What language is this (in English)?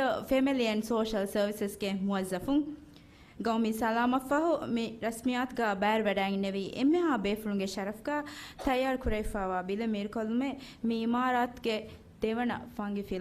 Divehi